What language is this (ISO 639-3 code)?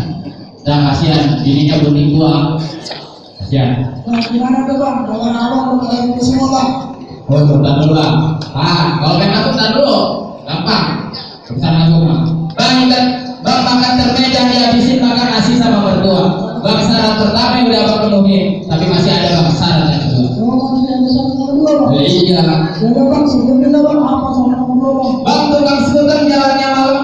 bew